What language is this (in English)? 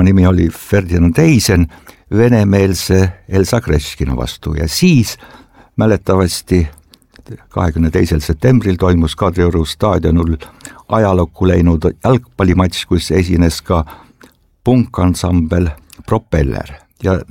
Estonian